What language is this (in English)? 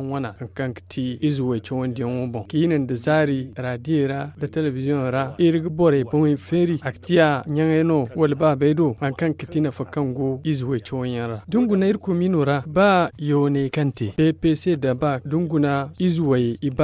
Zarma